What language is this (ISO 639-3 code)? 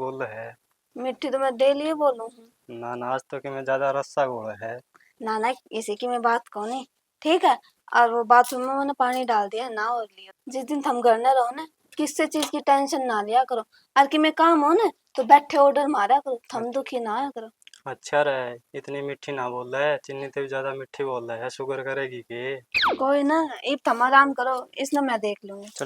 bgc